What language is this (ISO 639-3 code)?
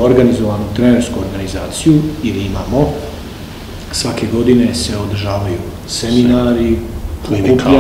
srp